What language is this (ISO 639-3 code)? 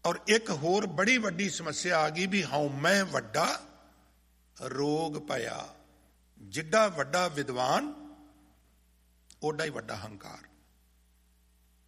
pan